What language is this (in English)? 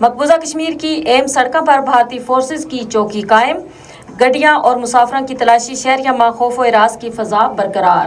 Gujari